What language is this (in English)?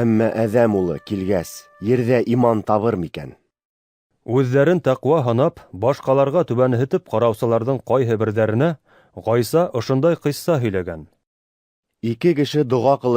Bashkir